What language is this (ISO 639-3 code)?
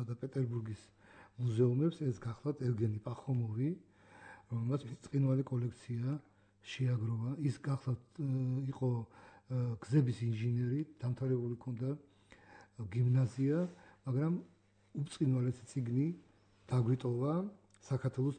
kat